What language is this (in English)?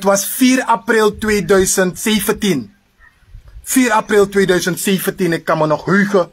Sranan Tongo